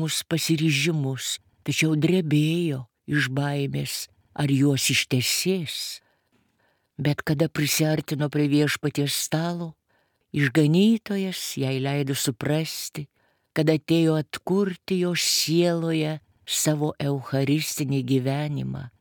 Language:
Lithuanian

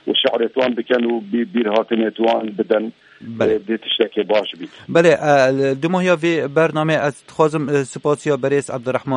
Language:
Kurdish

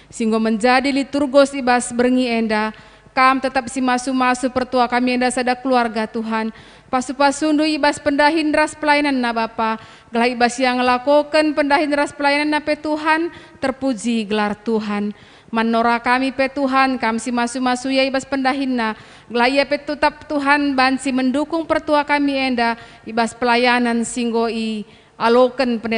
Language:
Batak Karo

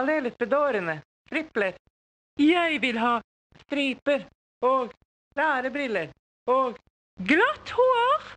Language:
Norwegian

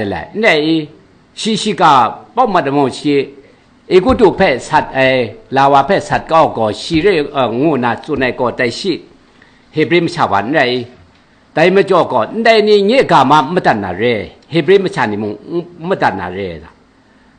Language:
Kachin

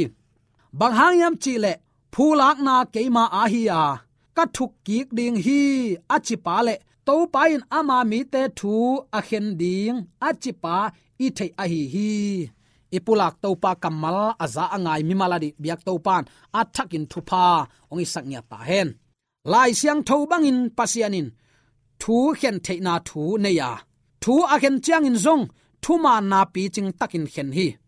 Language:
Tedim Chin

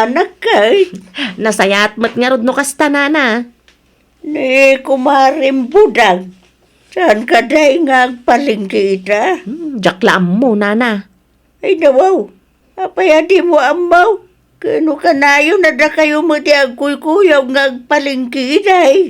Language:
Iloko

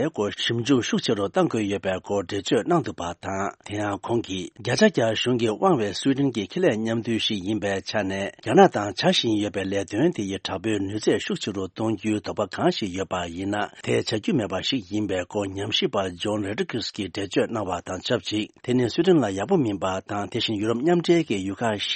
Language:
Tibetan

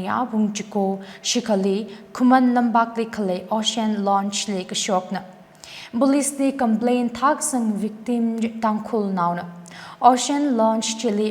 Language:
Tangkhul Naga (India)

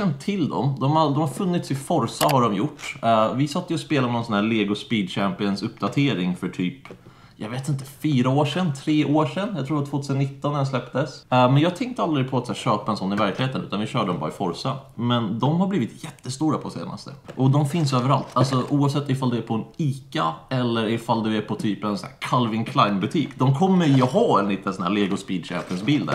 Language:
Swedish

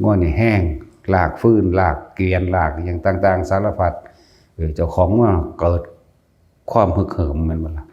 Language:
Northeastern Thai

